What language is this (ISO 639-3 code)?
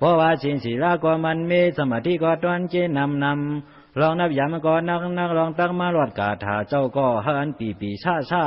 shn